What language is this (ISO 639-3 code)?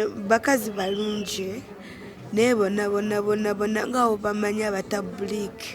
lug